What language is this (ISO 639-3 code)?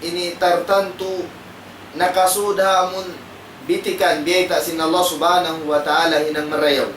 tsg